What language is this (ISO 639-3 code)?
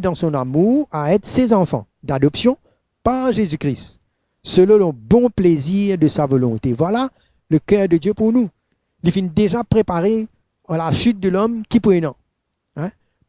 mfe